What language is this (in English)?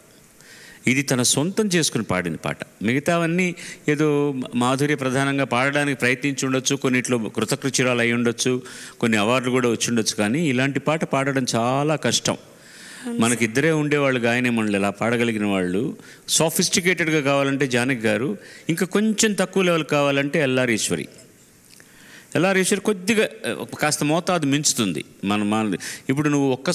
Telugu